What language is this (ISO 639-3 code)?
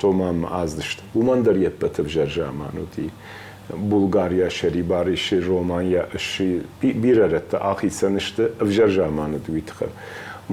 oss